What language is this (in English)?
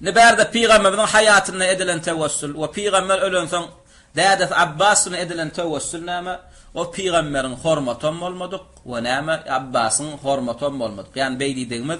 Turkmen